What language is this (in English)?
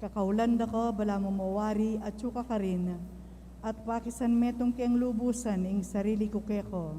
Pampanga